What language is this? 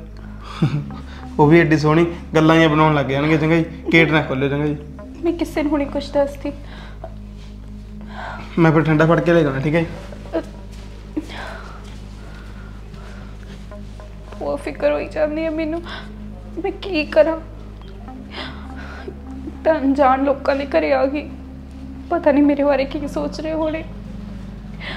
Punjabi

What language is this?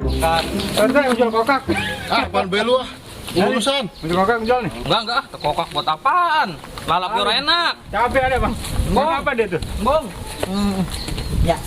Betawi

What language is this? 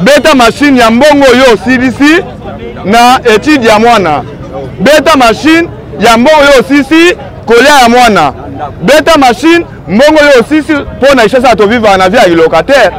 Lingala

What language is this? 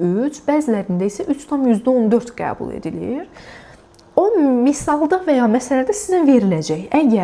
Azerbaijani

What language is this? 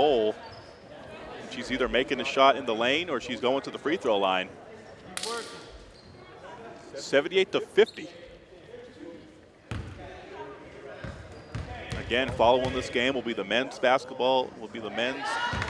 English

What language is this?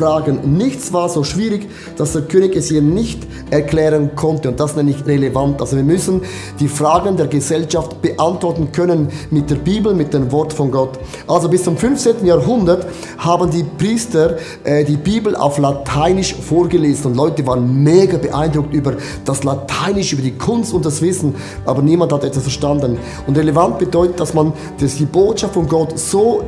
German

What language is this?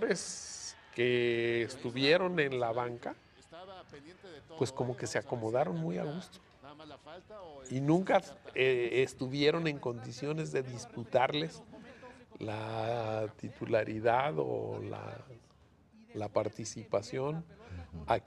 Spanish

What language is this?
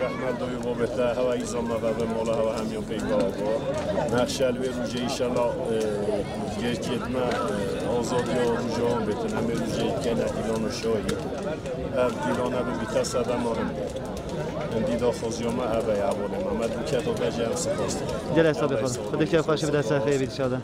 Kurdish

